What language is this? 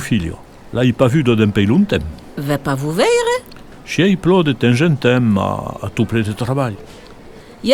Occitan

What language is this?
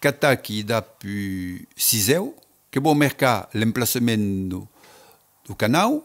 Occitan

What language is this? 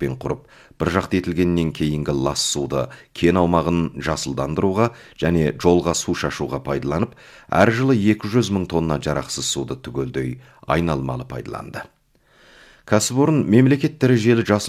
Kazakh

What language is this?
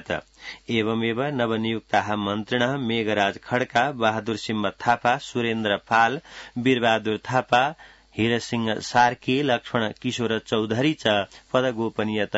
Sanskrit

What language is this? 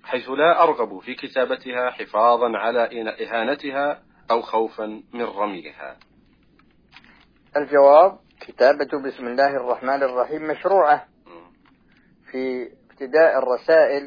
Arabic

